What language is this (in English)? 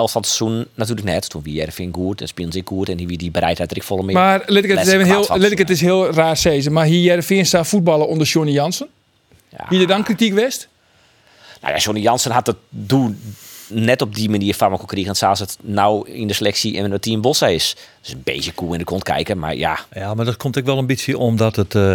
Western Frisian